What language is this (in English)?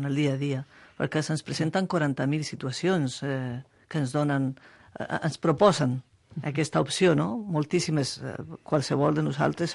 Catalan